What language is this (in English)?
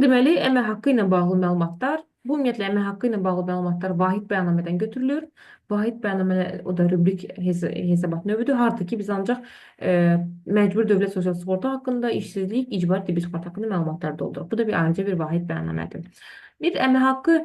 Azerbaijani